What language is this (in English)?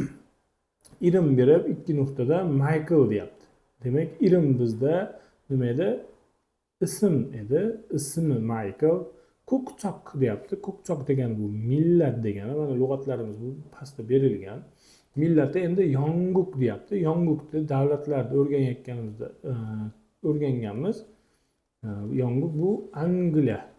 Uzbek